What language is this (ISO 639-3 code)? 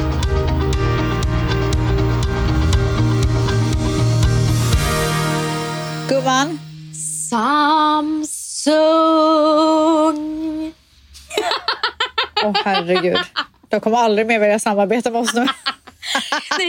swe